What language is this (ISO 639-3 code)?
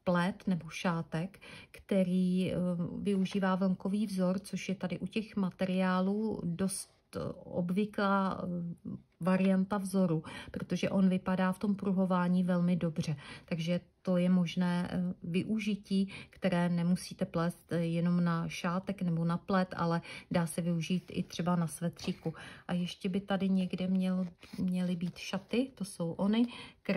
ces